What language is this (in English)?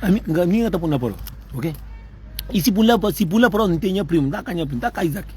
Kabuverdianu